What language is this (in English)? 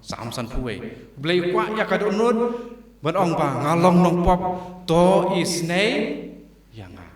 Khasi